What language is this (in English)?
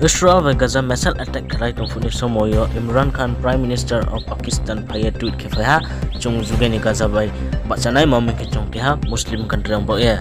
Riang (India)